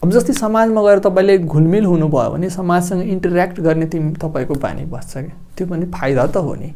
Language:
Nepali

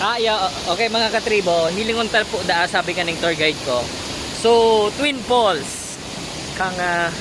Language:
Bikol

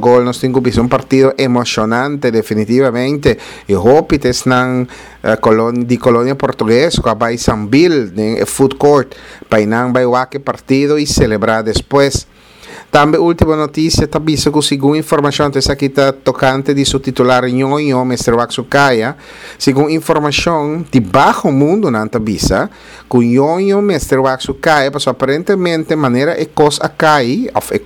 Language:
Papiamento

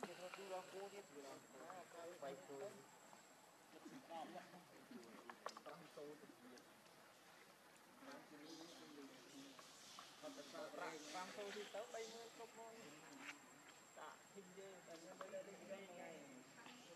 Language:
Vietnamese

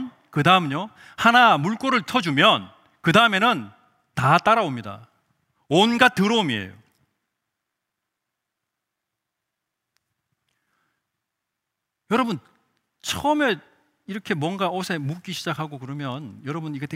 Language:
Korean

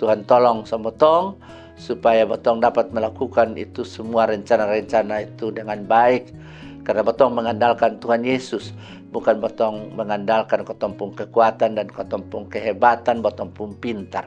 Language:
Kupang Malay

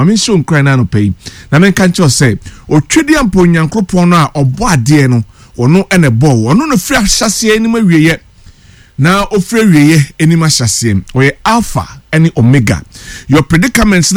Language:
Akan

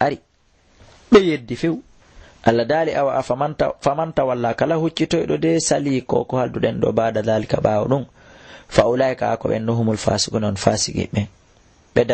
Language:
Fula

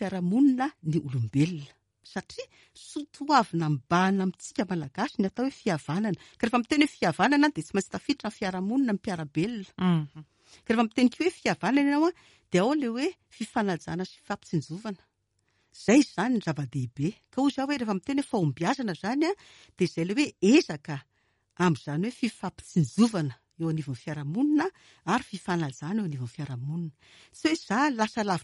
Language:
Malagasy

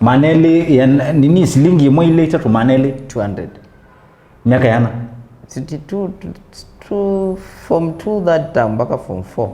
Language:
Kamba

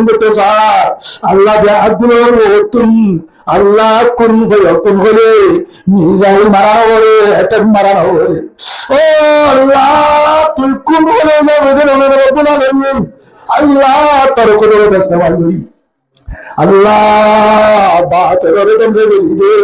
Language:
Rohingya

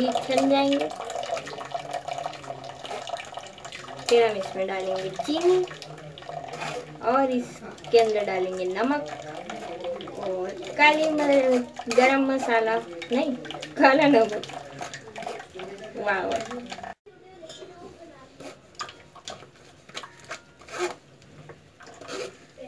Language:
Hindi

